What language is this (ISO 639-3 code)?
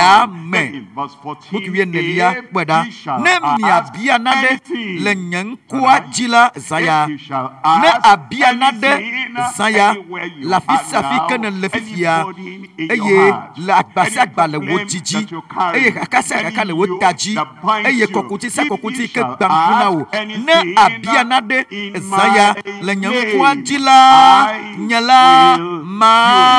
ewe